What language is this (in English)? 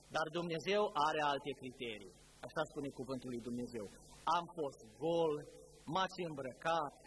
Romanian